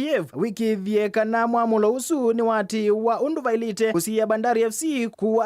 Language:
Kamba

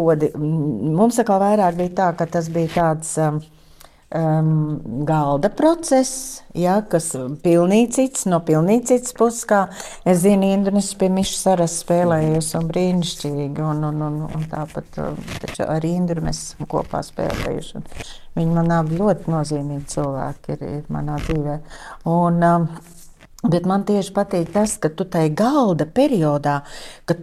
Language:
Latvian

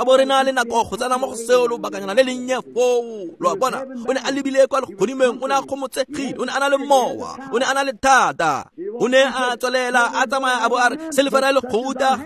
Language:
Tswana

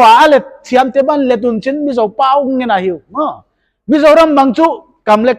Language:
Paite Chin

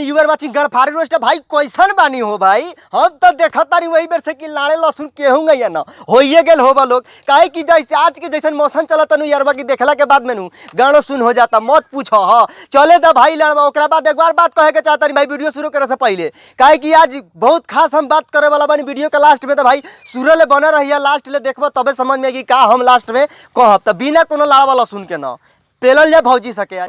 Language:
Bhojpuri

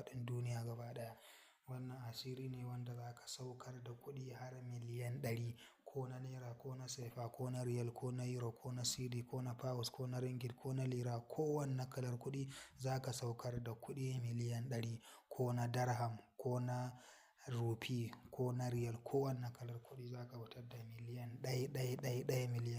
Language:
Hausa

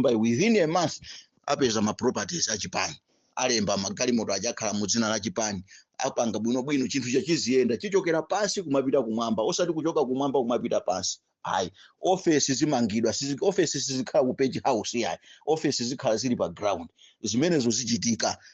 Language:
Nyanja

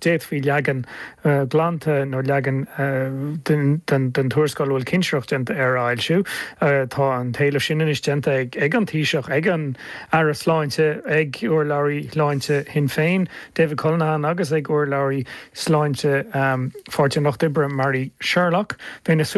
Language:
Irish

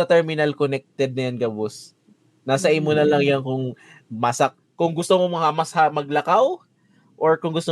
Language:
Bikol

